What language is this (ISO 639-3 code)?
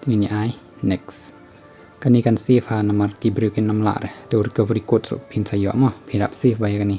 kha